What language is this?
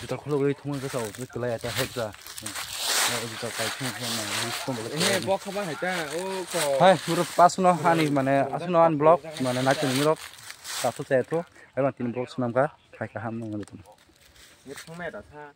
Kok Borok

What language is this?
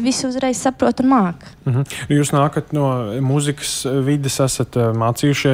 Latvian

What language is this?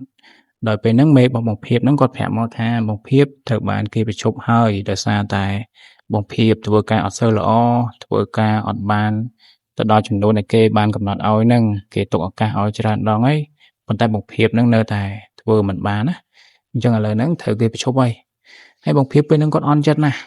Khmer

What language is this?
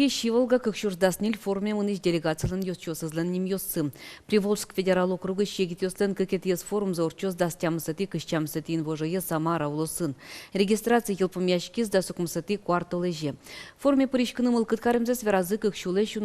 Udmurt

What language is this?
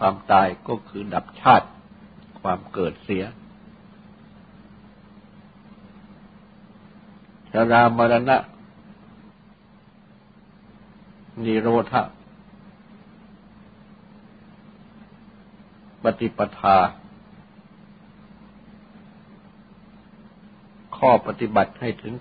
Thai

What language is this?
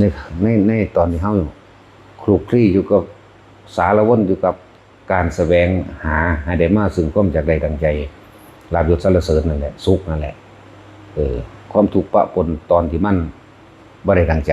Northeastern Thai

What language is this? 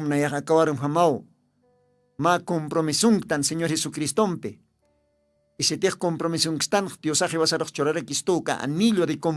Aymara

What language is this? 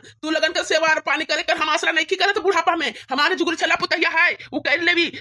Bhojpuri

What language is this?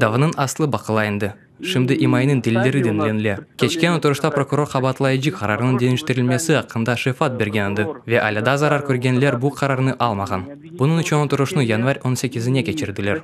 Crimean Tatar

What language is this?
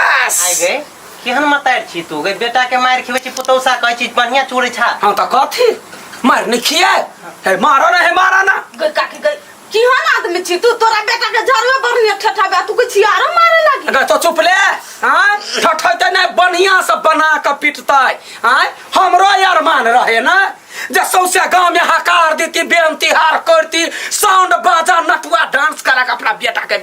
Maithili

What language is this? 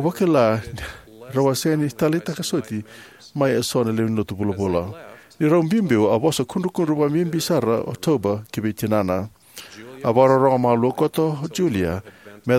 Fijian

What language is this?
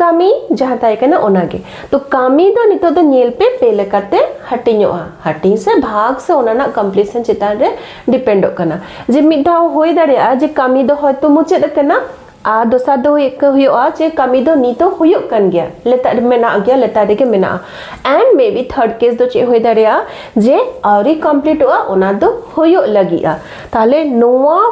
Santali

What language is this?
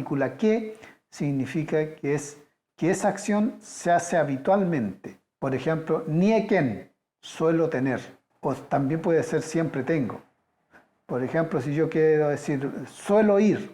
Mapuche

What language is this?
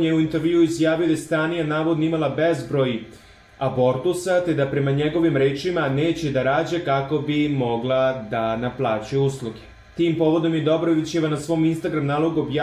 Serbian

